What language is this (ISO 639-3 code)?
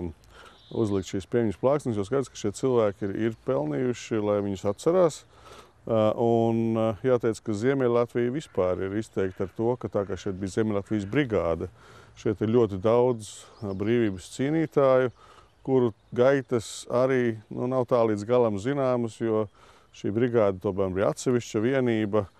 lav